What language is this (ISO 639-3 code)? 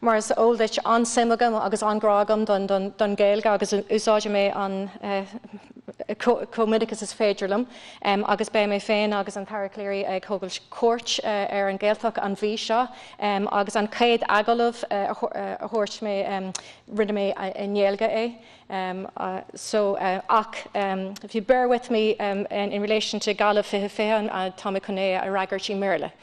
gle